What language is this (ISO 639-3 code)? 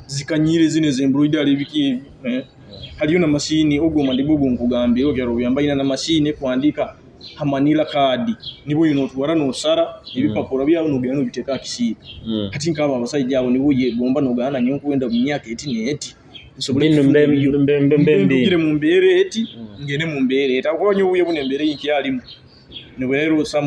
nyo